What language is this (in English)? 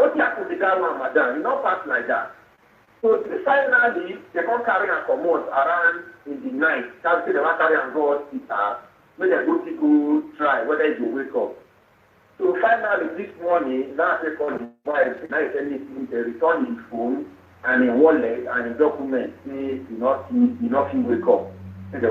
Nigerian Pidgin